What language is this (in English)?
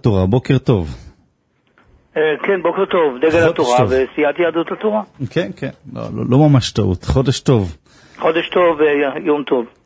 Hebrew